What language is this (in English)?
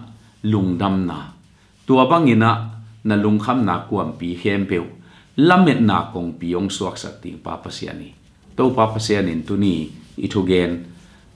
Tedim Chin